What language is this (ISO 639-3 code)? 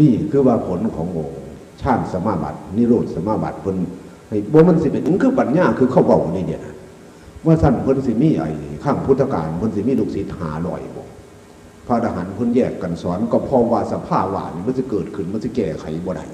tts